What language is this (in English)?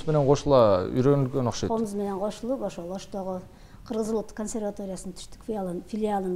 Kyrgyz